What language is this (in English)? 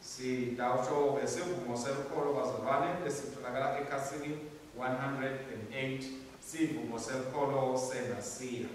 Swati